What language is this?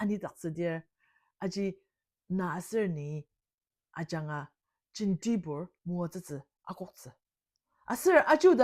Ao Naga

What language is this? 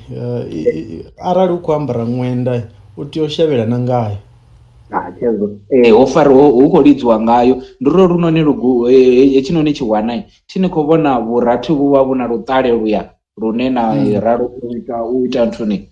Venda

